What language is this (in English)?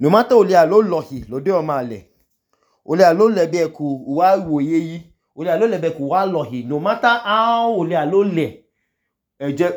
Idoma